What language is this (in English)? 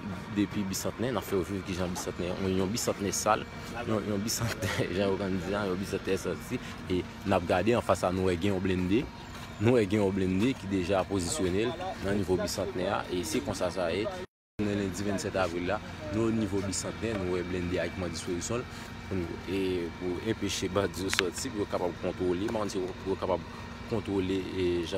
Haitian Creole